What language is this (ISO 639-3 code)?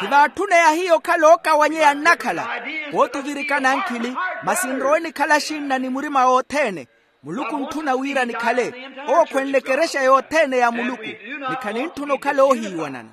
vmw